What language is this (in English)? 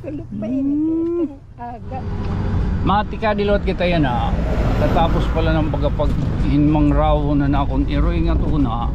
Waray